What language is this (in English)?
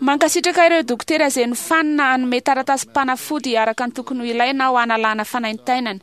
Malagasy